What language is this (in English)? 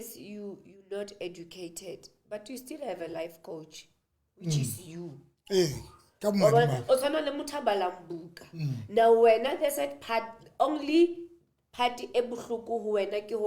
Southern Sotho